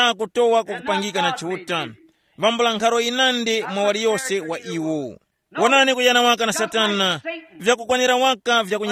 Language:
Tumbuka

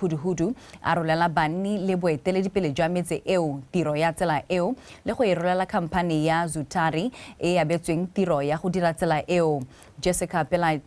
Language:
Tswana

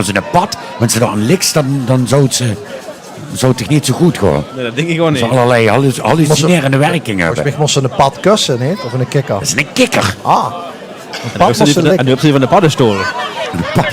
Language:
Limburgish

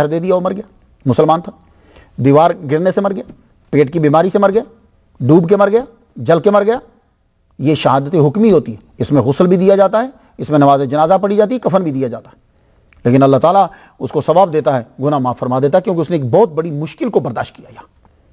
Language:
Urdu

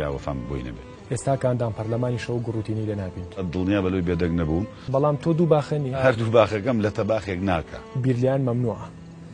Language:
Central Kurdish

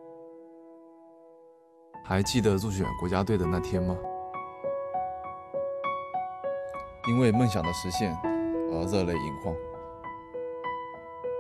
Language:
Chinese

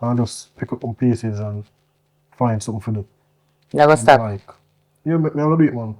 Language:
Jamaican Creole English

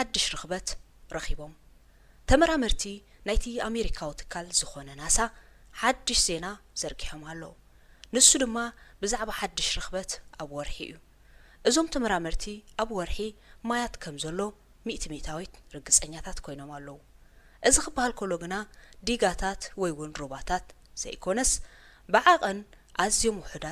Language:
Tigrinya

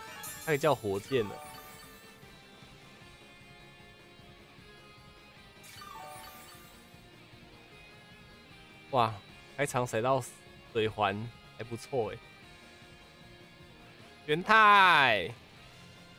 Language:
Chinese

